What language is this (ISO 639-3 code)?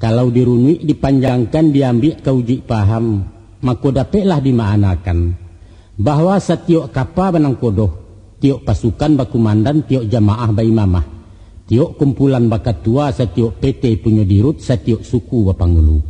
min